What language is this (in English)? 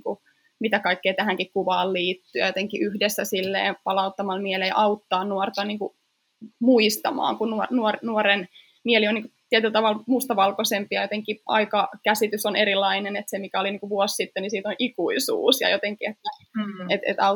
Finnish